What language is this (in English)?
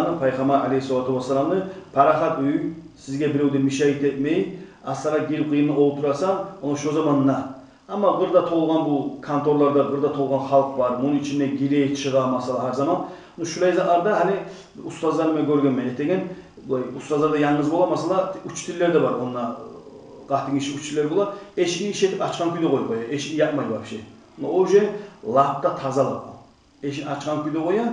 Kumyk